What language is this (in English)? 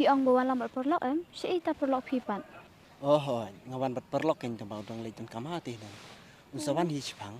Khasi